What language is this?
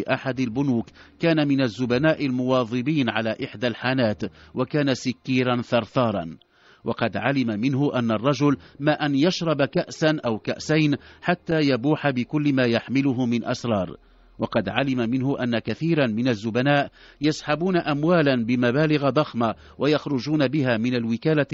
Arabic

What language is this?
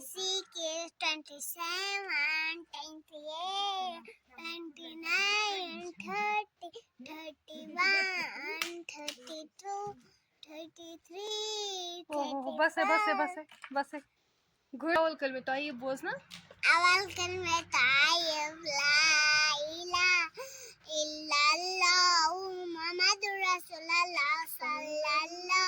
Kashmiri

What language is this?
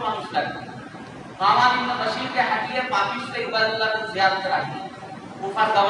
Bangla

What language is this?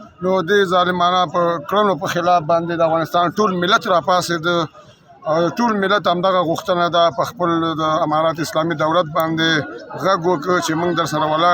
Pashto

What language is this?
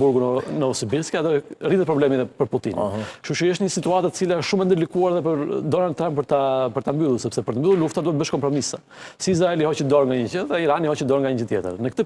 Albanian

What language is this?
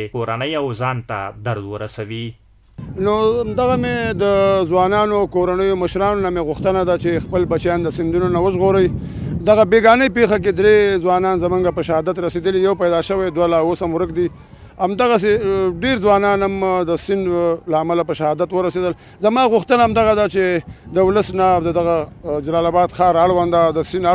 Pashto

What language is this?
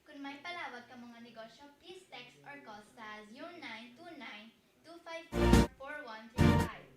Hiligaynon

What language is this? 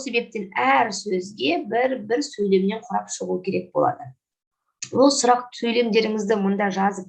Kazakh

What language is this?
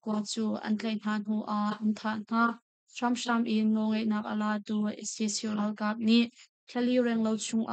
Hakha Chin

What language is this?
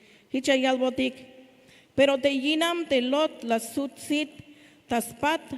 Tzeltal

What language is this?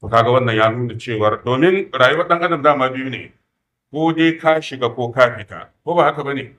Hausa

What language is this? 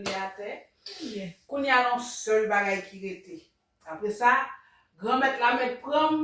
Haitian Creole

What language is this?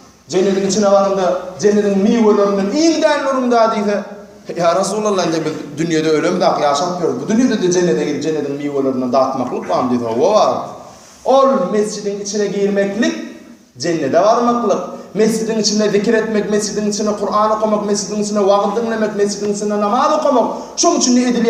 Turkmen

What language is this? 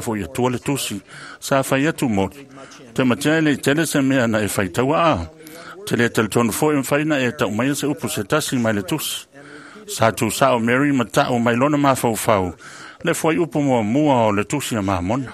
Samoan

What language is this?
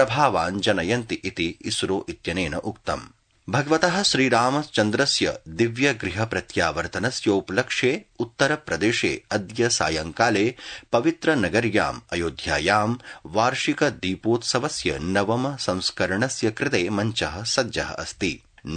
Sanskrit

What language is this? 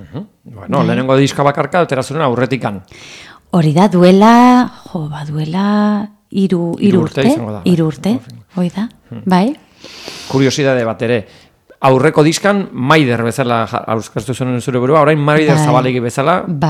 Basque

